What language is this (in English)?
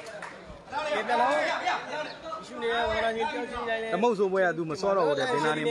Burmese